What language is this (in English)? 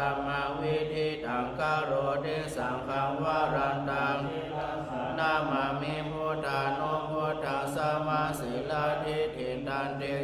Pali